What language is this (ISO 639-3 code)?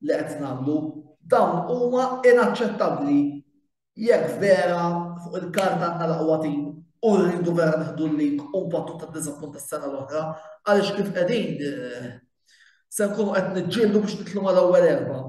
mlt